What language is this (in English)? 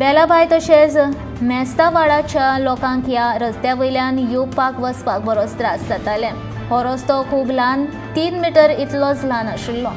Konkani